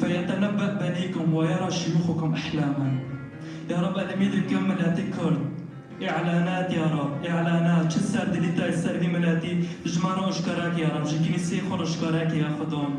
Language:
Kurdish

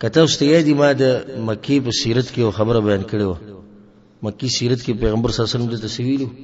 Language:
Pashto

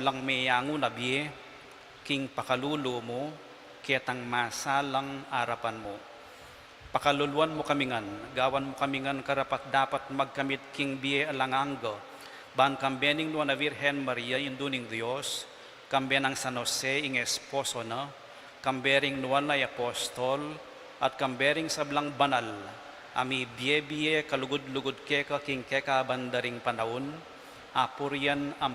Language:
Pampanga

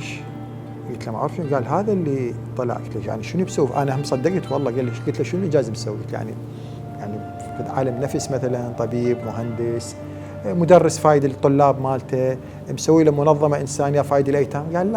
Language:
Mesopotamian Arabic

